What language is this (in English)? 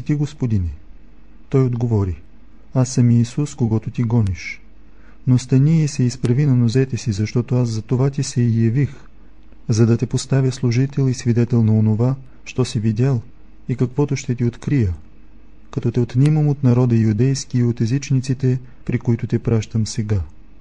Bulgarian